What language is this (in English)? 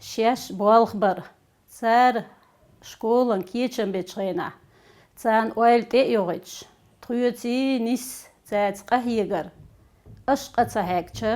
Chechen